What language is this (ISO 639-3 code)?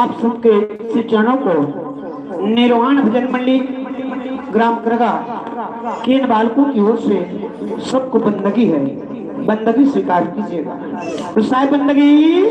hne